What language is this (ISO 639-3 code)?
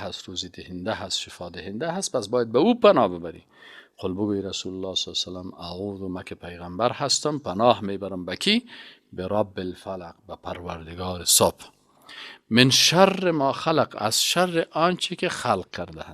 fas